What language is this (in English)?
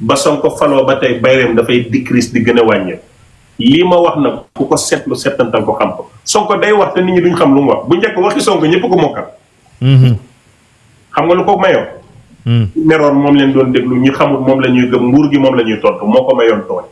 Wolof